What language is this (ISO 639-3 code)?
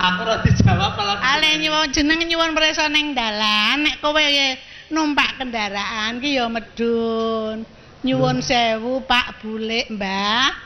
jav